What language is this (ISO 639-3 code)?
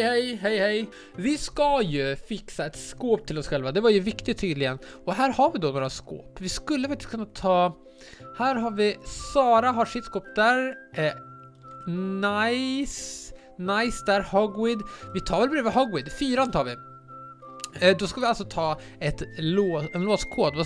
swe